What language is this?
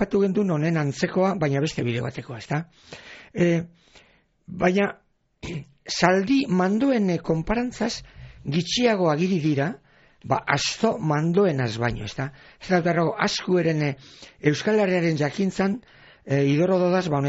Basque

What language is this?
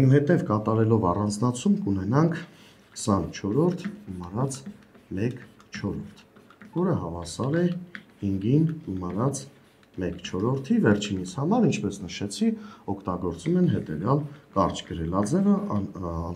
Armenian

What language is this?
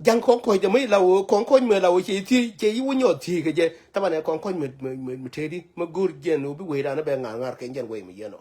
Nuer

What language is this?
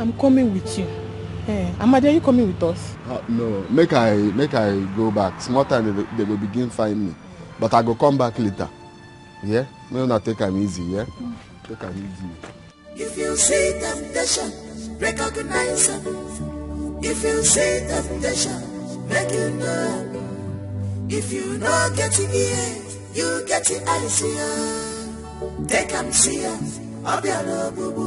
Nigerian Pidgin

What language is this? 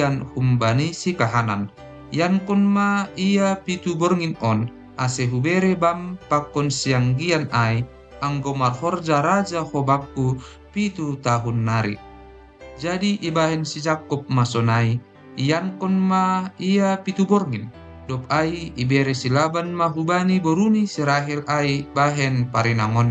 Batak Simalungun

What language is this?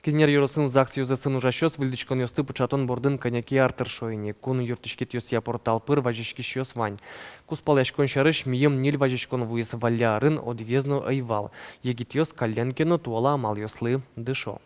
Udmurt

